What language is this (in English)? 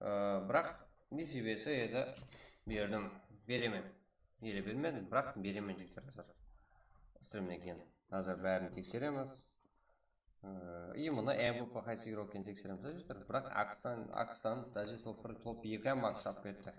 Kara-Kalpak